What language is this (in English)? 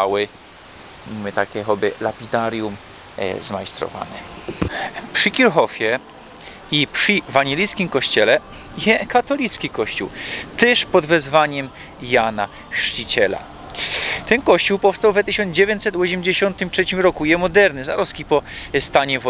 Silesian